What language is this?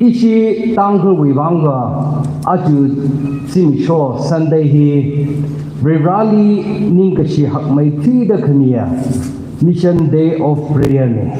Tangkhul Naga (India)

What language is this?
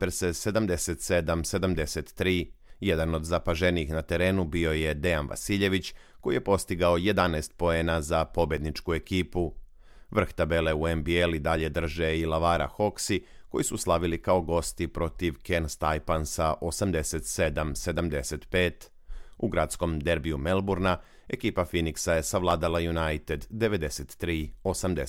Serbian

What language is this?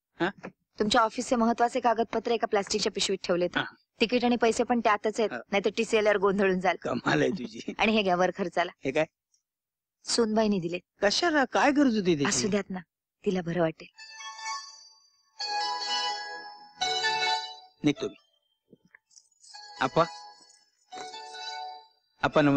Marathi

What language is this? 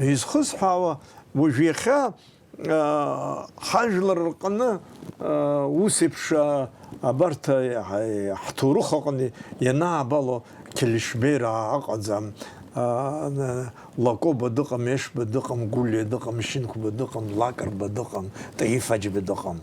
Abkhazian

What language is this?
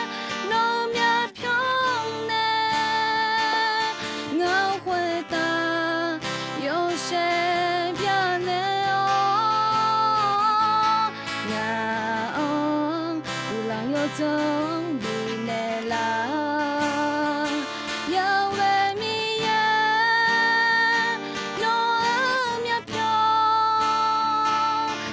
Akha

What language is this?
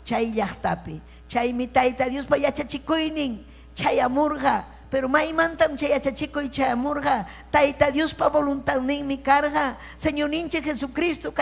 Ayacucho Quechua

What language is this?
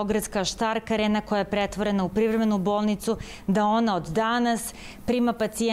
Serbian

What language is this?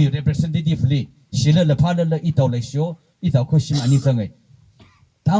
Tangkhul Naga (India)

